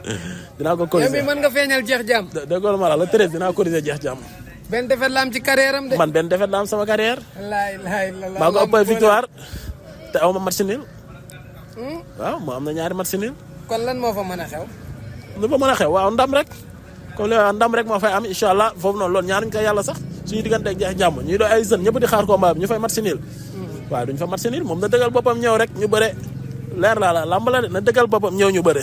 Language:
Wolof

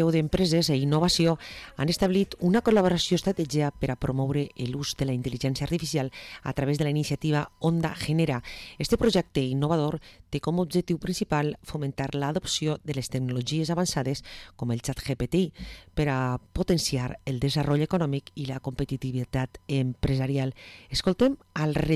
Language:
Catalan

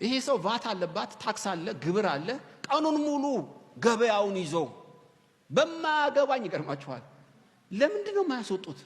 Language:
Amharic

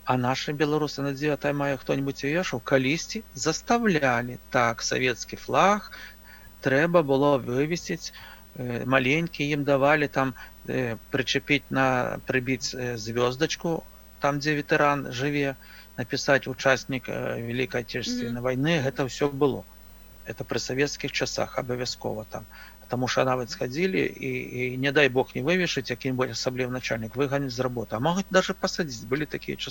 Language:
Belarusian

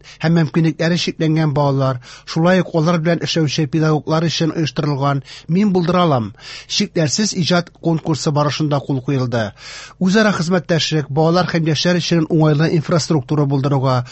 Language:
Tatar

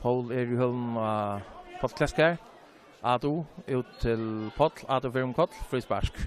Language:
Faroese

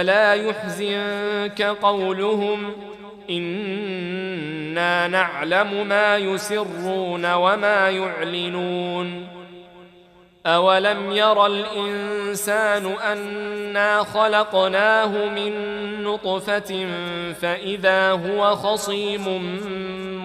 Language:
Arabic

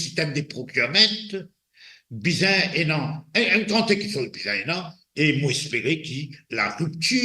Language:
Morisyen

